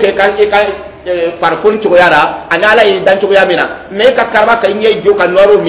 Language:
Dyula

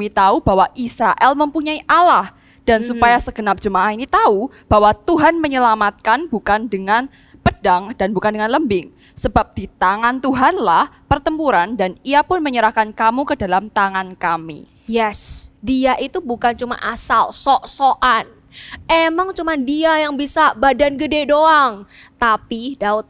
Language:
Indonesian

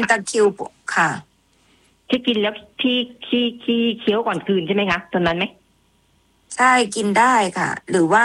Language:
Thai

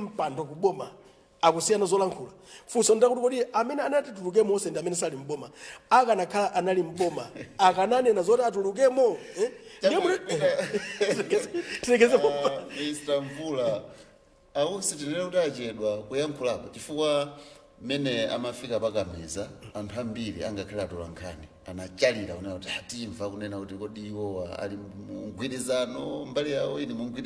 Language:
Nyanja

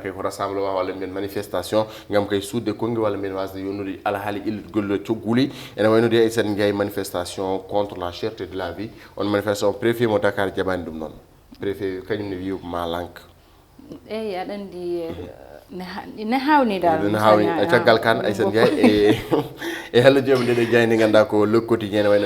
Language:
Fula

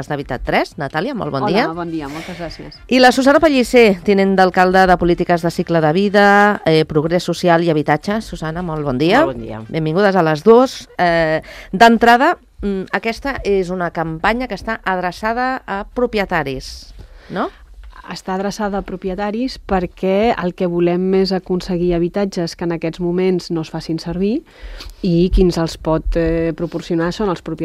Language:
Catalan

